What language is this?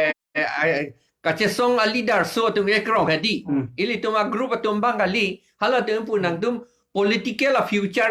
Karbi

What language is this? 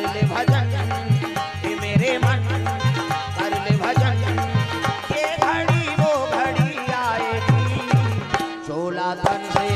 Chhattisgarhi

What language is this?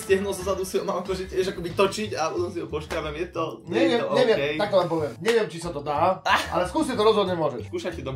Slovak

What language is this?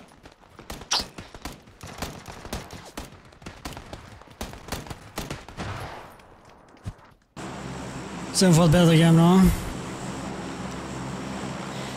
Norwegian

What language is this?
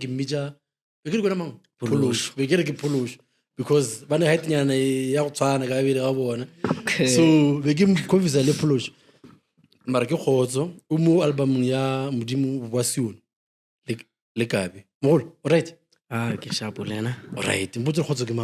Northern Sotho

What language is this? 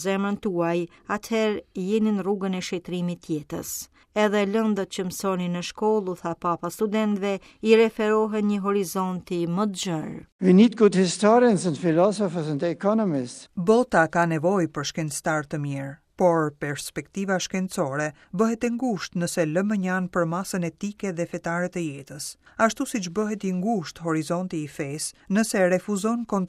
Albanian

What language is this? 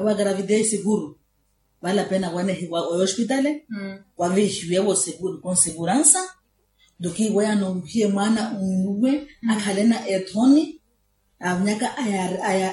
Makhuwa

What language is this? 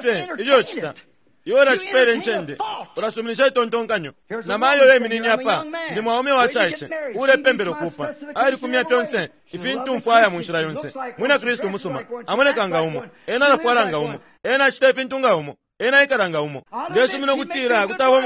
Bemba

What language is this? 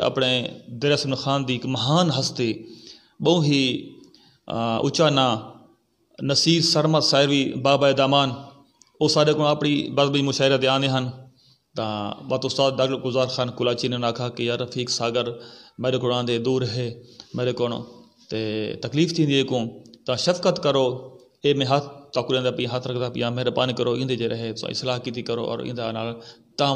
Saraiki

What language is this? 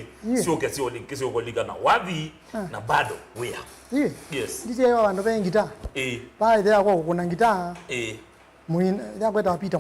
Kamba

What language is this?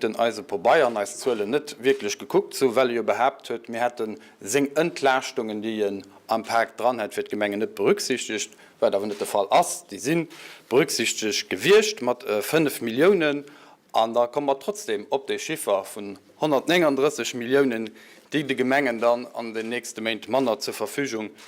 Luxembourgish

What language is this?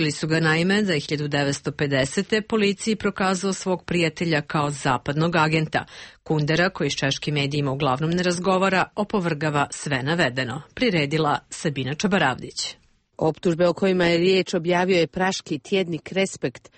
Serbian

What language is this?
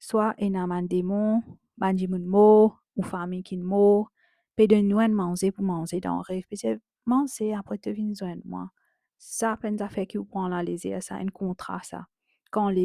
Morisyen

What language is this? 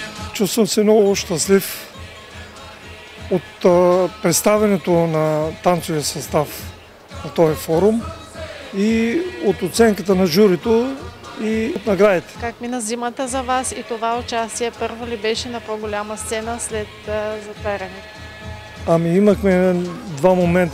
Bulgarian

